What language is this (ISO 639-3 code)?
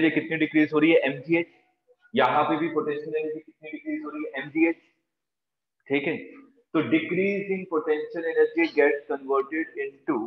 hin